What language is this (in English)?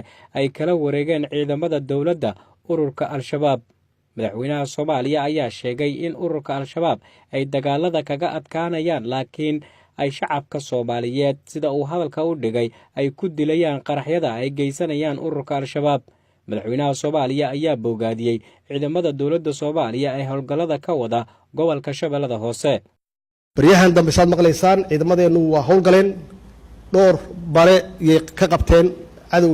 Somali